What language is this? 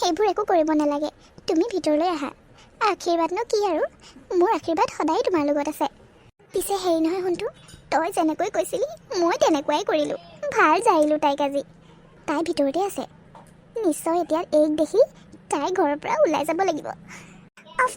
Assamese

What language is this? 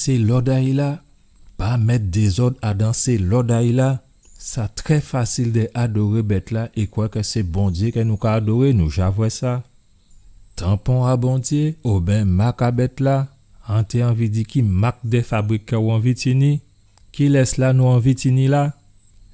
Guadeloupean Creole French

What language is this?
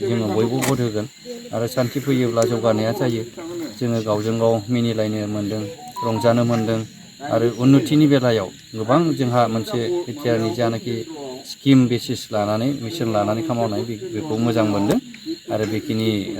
Bodo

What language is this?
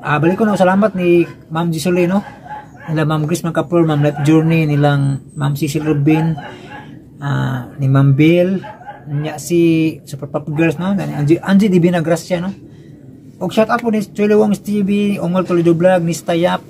Cebuano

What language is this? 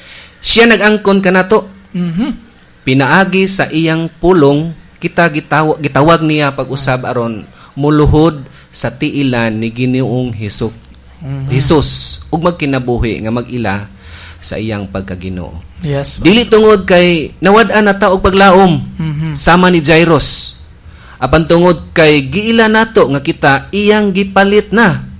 Cebuano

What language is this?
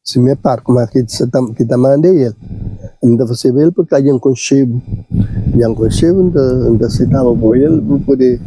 Kabuverdianu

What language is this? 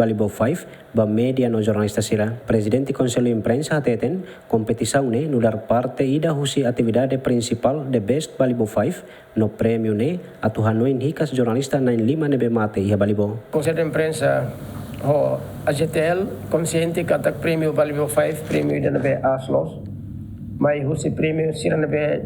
Tetum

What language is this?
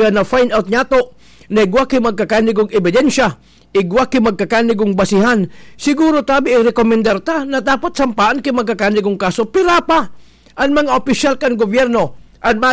Bikol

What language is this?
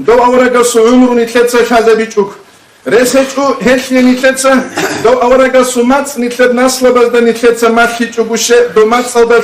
Avaric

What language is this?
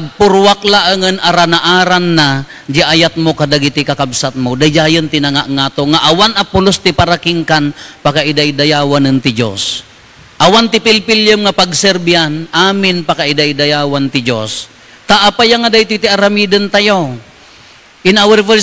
Iloko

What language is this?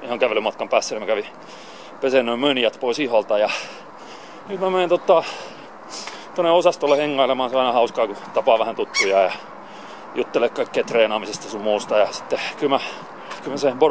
Finnish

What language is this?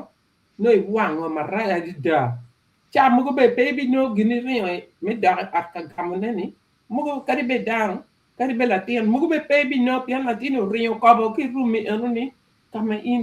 Acoli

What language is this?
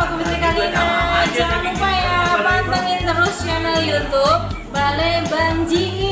Betawi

